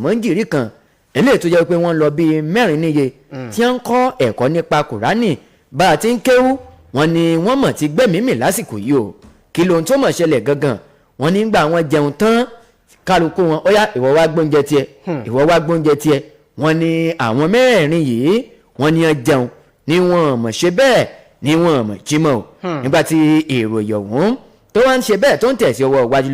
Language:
Yoruba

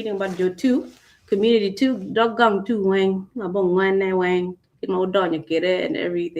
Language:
Acoli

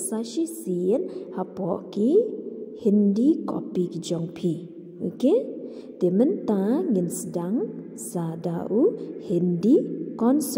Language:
Khasi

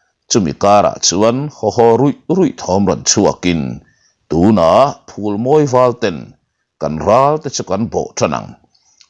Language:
Mizo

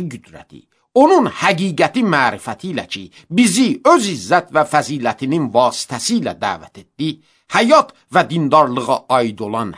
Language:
Azerbaijani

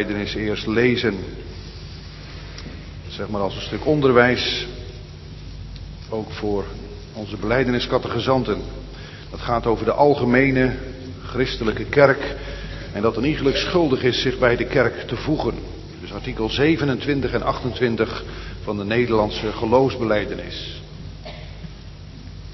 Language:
Dutch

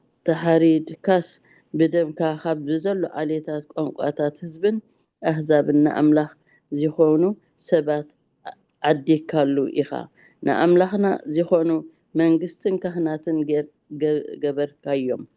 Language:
Tigrinya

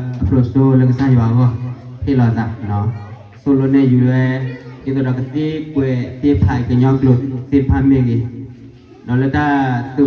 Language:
S'gaw Karen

